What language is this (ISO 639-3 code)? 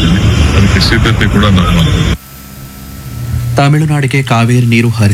kan